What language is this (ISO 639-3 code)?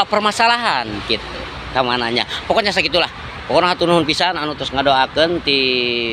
sun